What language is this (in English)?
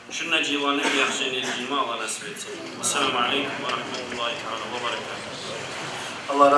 Kumyk